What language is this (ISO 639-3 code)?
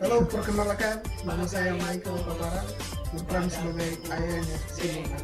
xmm